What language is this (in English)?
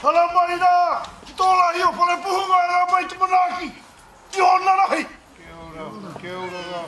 Māori